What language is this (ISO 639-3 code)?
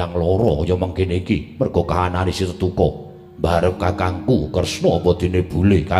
jav